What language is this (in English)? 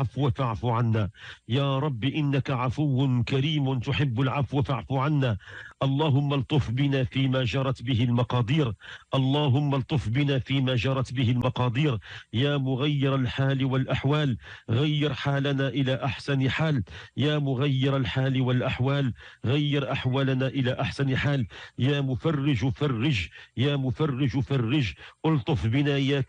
Moroccan Arabic